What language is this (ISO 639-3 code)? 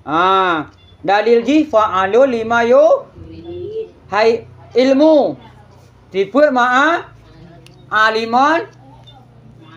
ace